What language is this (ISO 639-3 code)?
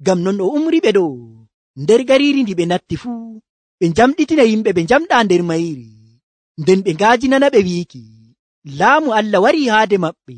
fuv